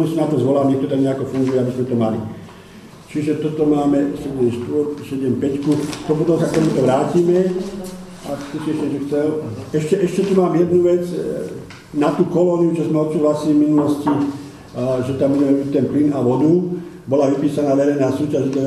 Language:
Slovak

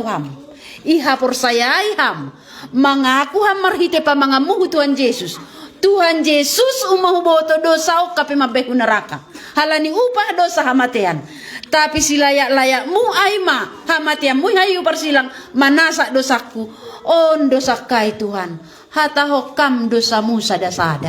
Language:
Batak Simalungun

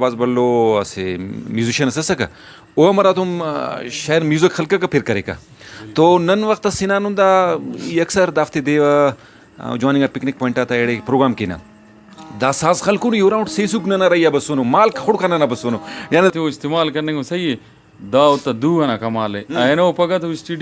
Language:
Brahui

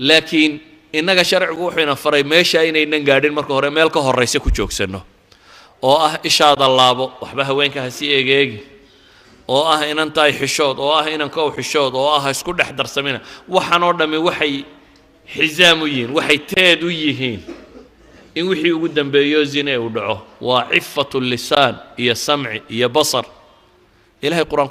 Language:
Somali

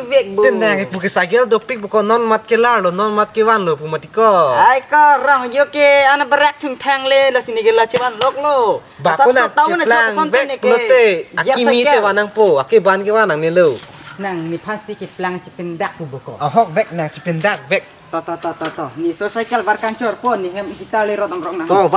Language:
Karbi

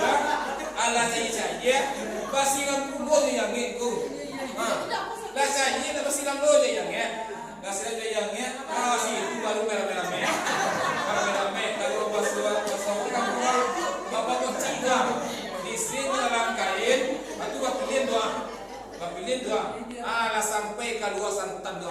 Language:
Minangkabau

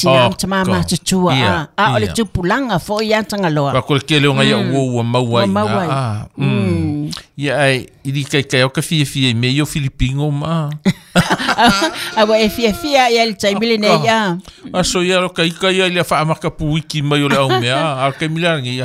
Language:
Samoan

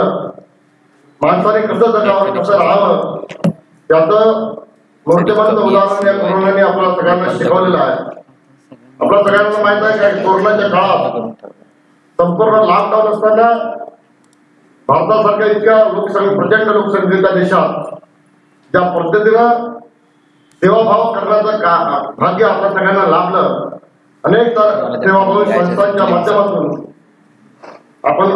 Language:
Marathi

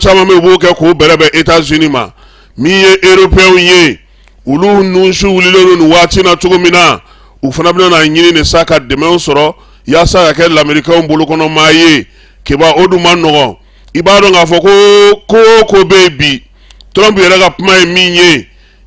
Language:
Bambara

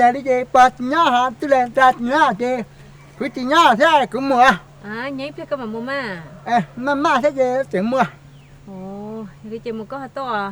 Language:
Hmong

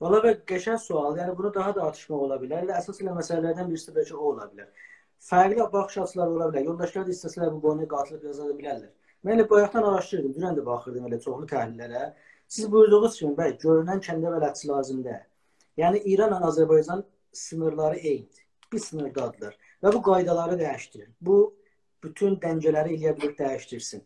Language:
South Azerbaijani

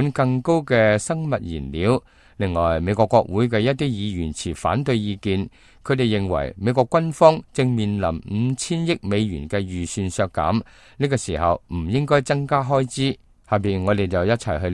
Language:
Cantonese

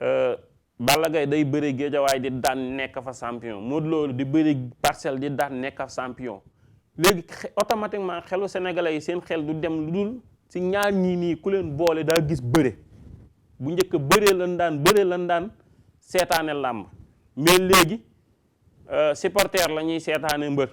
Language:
Wolof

